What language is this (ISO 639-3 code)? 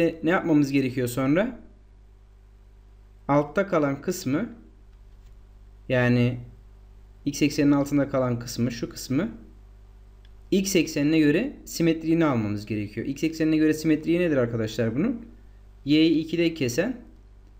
tur